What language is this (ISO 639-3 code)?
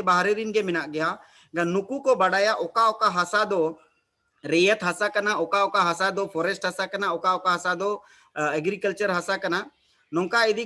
sat